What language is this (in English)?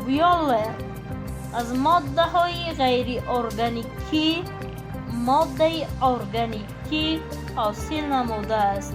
Tajik